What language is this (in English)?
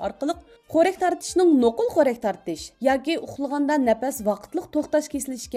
Uyghur